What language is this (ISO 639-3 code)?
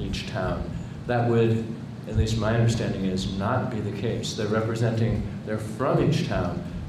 eng